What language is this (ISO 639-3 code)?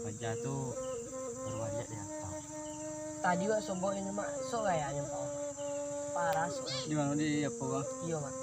min